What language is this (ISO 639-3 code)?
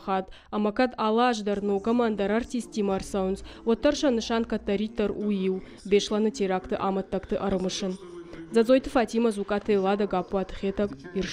oss